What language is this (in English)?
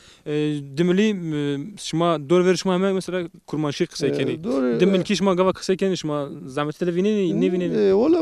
Zaza